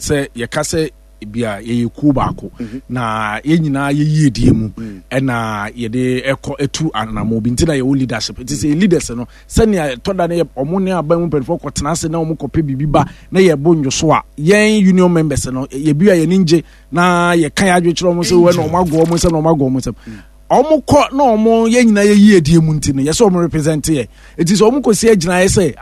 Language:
Akan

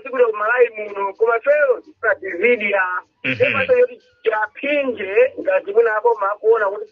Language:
Nyanja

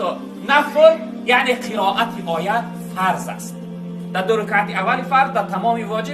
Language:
Tajik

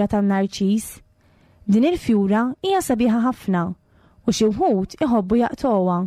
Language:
Maltese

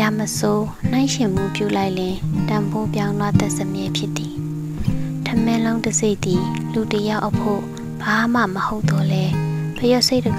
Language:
Burmese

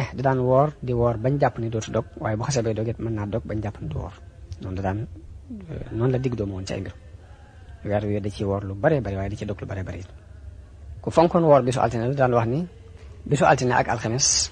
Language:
Wolof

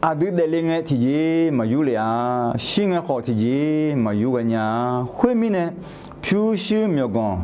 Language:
Akha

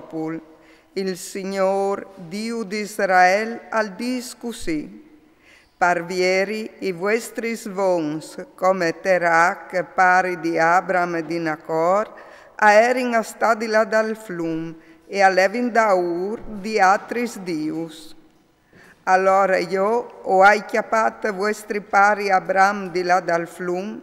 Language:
Friulian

